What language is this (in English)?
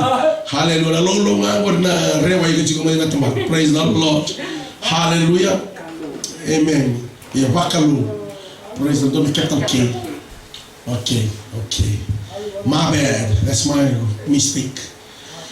Fijian